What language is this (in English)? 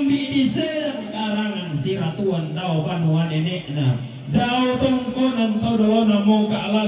Toraja-Sa'dan